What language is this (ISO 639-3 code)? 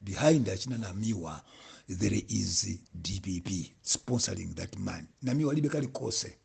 nya